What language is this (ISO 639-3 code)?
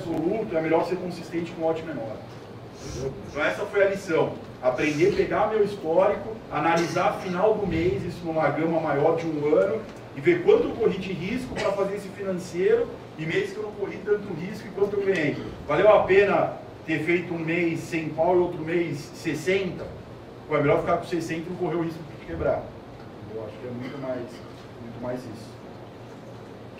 por